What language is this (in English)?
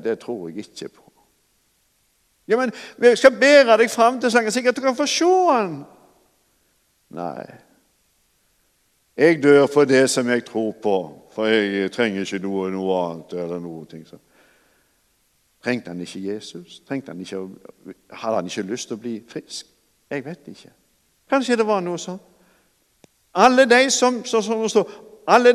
Norwegian